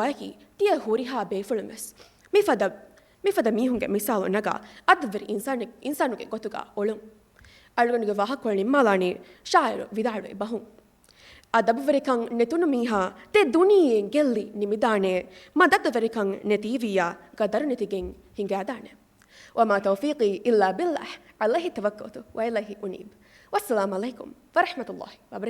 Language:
Divehi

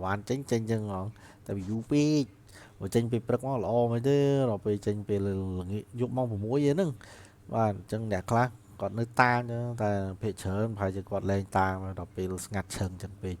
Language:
Khmer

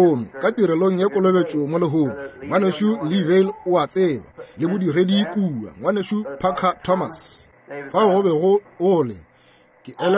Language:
Northern Sotho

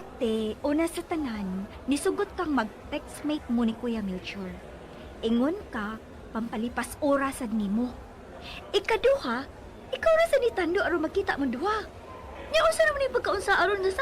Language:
Cebuano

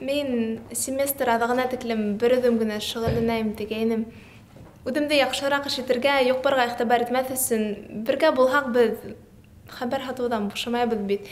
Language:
Bashkir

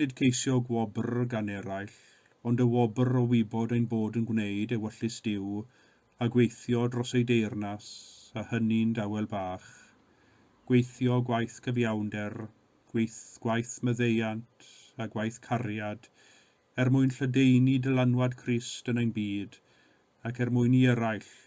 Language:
Welsh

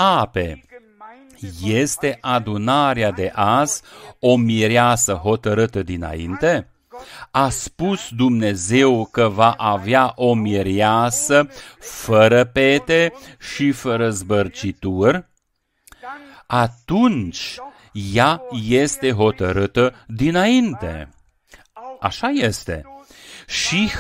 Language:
Romanian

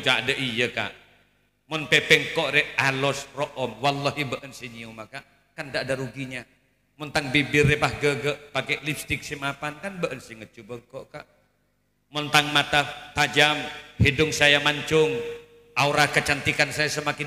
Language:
Madurese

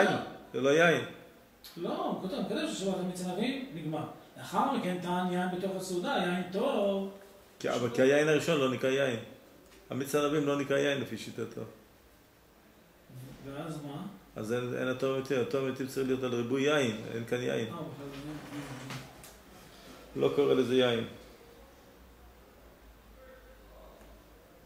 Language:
Hebrew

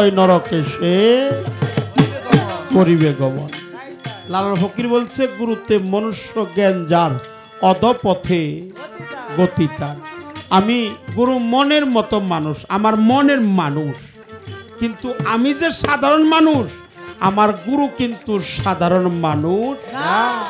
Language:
Bangla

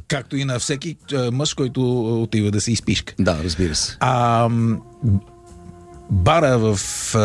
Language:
Bulgarian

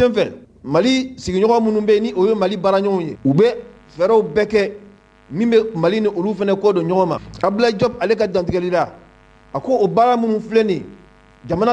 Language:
Mandingo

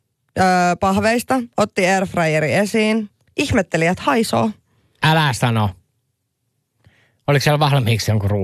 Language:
Finnish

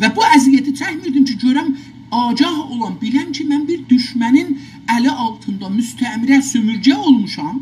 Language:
South Azerbaijani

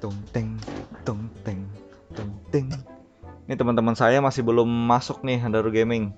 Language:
Banjar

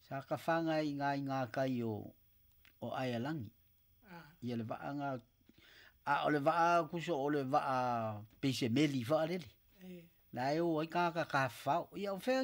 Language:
Samoan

